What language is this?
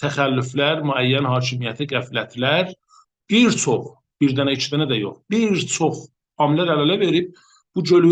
South Azerbaijani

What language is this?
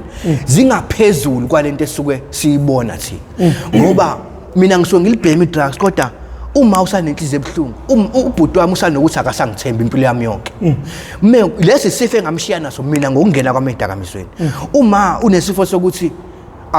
Zulu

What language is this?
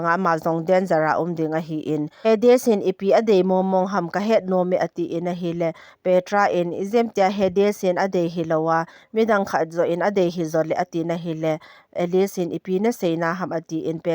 Thado Chin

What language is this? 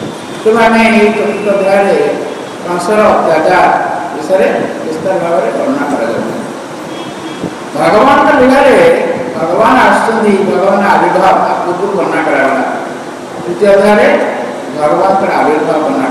Odia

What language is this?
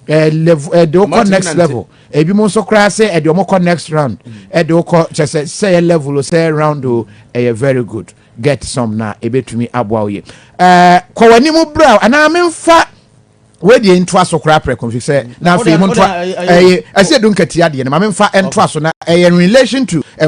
Akan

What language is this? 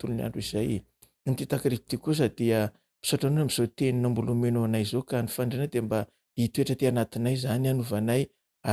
Malagasy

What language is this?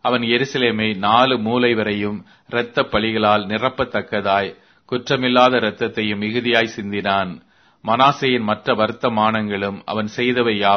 Tamil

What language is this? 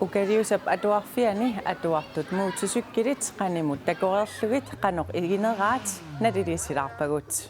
Kalaallisut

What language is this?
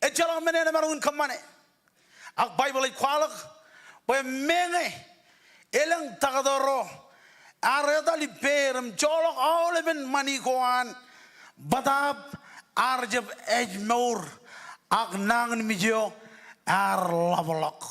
Marshallese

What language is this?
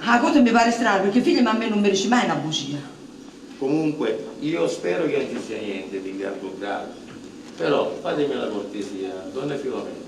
Neapolitan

